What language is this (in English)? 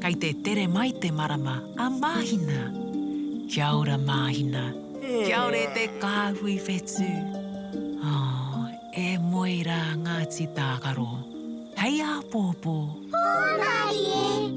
Māori